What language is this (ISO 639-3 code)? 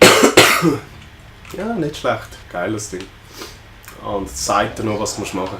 gsw